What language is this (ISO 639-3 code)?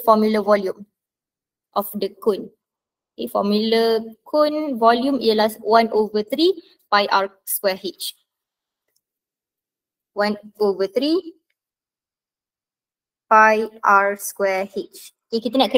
msa